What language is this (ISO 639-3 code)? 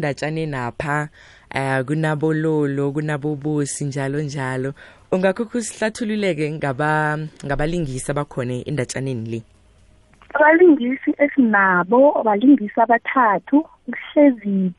nbl